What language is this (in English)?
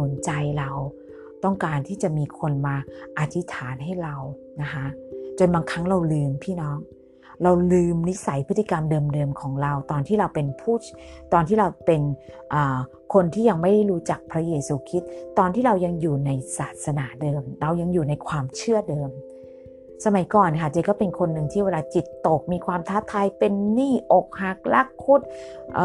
Thai